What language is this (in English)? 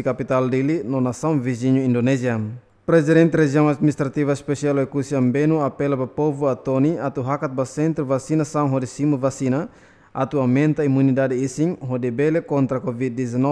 Tetum